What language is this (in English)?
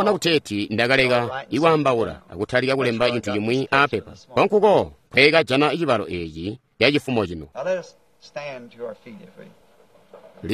Tonga (Zambia)